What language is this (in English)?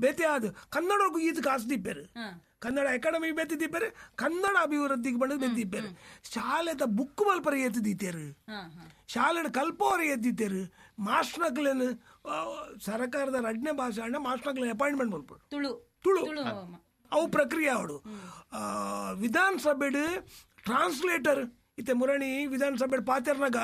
Tulu